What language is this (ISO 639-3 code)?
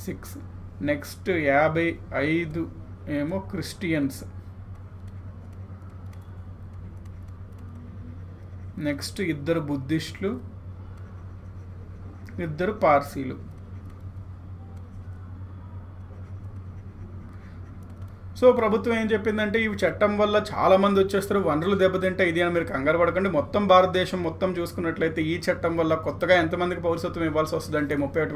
tel